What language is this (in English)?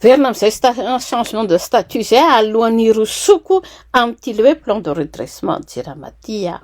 Malagasy